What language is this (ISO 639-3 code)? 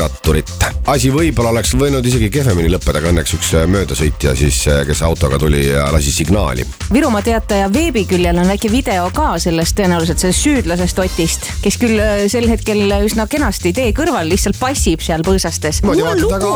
est